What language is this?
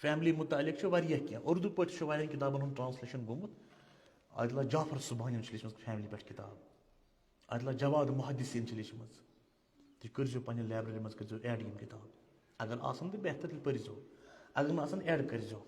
Kashmiri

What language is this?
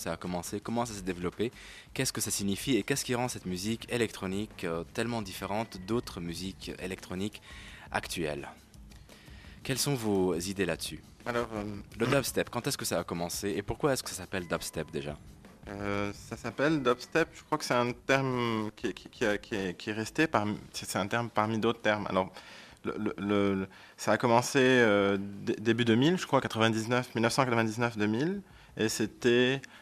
French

